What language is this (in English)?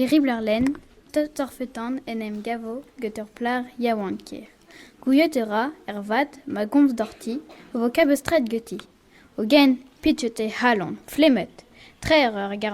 Breton